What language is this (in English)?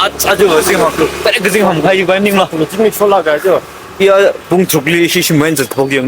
Tangkhul Naga (India)